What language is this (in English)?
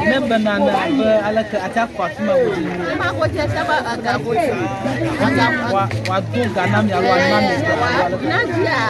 Ewe